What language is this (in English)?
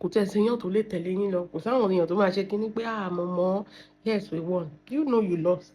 Yoruba